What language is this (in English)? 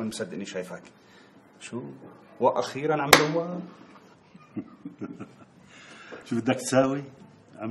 North Levantine Arabic